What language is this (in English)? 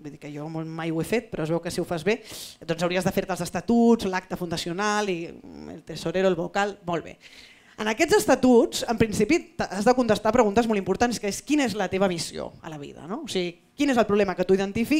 Catalan